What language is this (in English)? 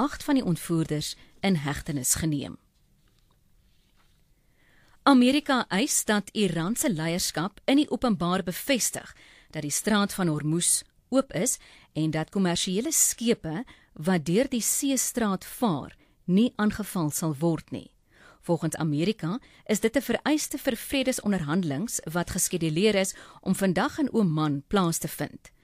Afrikaans